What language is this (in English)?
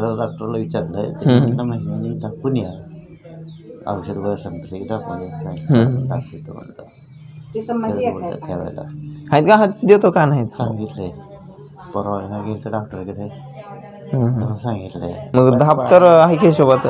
Marathi